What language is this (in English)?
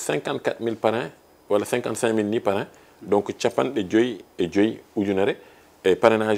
Fula